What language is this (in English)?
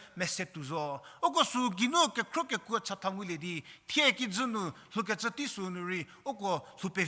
Angami Naga